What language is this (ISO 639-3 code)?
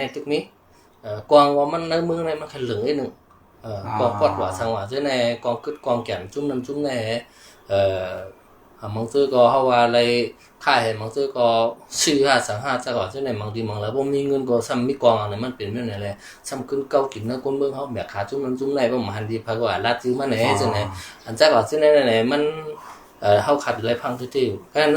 shn